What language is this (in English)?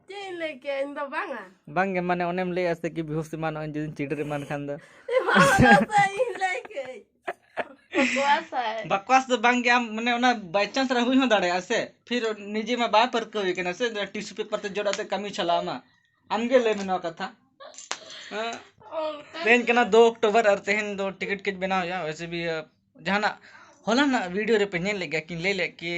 Santali